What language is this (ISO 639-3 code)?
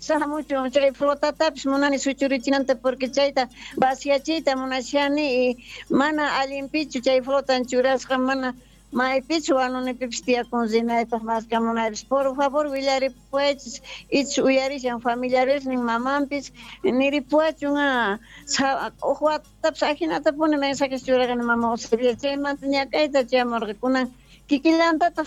quh